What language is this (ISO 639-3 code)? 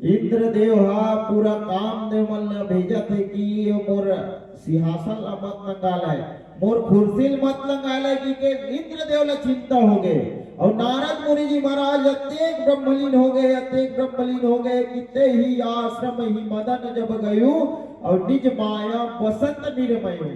hne